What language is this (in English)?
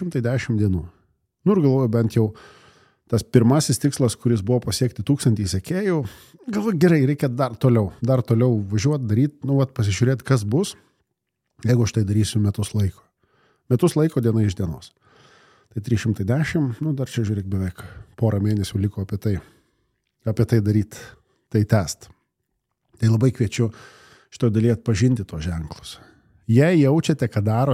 Lithuanian